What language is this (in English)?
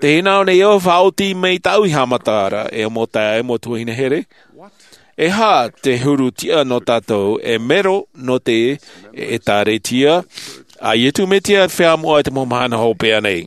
Tahitian